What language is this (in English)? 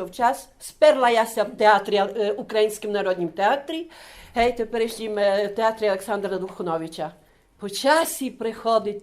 Rusyn